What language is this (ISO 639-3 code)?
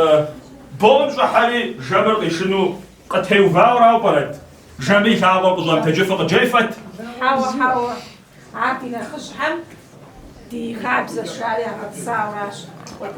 kbd